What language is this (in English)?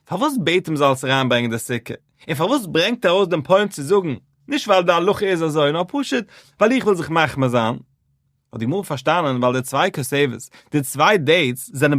Yiddish